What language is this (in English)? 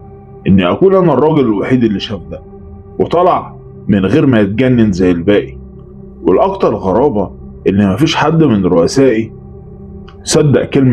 Egyptian Arabic